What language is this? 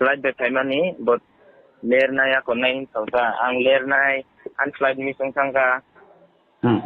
Kok Borok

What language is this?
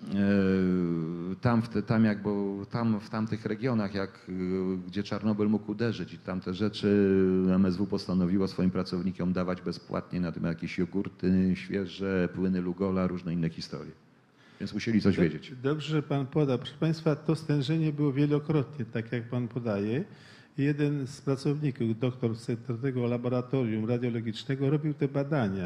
Polish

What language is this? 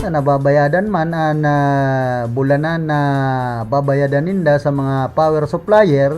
Bikol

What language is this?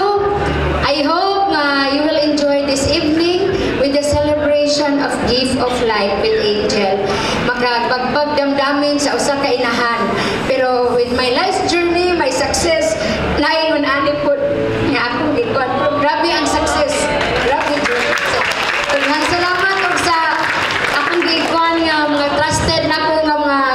Cebuano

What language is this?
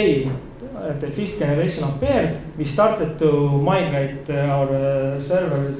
English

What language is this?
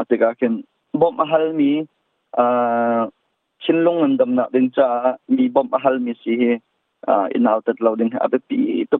Hakha Chin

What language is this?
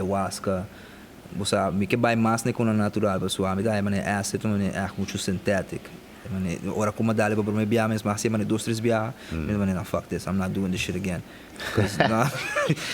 Papiamento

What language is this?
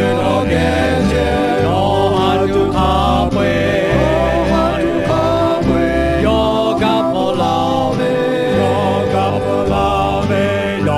Lahu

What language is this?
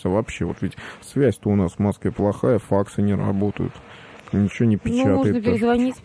Russian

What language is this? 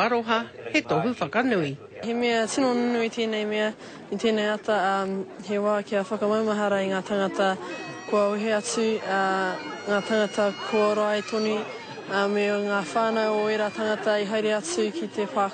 Māori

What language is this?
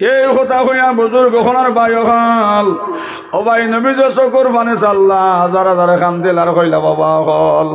Sylheti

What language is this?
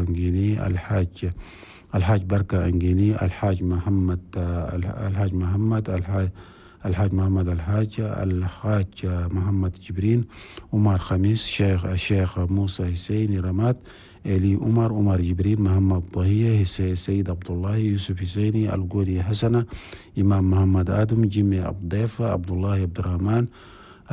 Chadian Arabic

